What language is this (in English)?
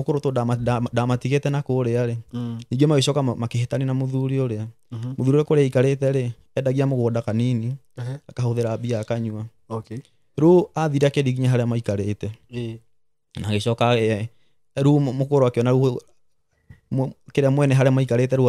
Kikuyu